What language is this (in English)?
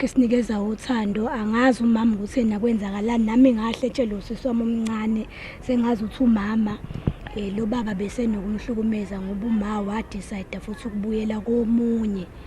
Zulu